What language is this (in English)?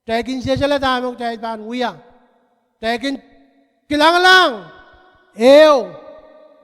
Pohnpeian